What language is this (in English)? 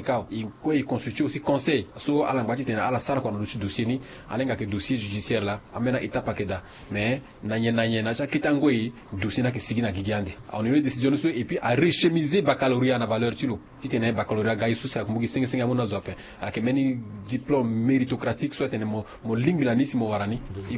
Sango